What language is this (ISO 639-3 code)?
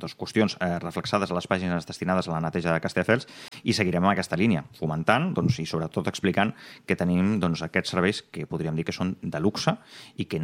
cat